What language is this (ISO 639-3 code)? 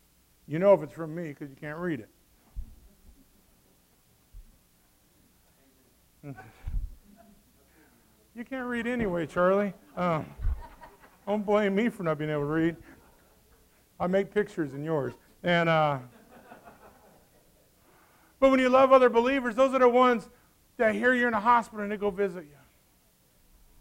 eng